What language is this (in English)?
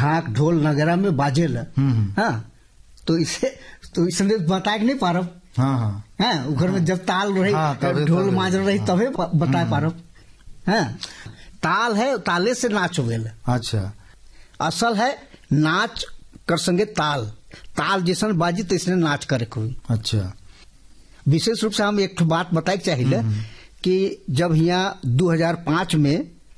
Sadri